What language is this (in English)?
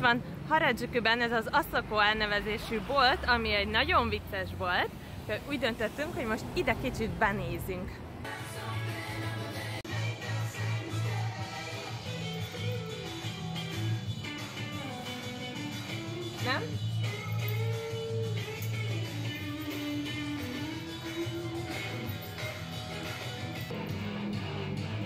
Hungarian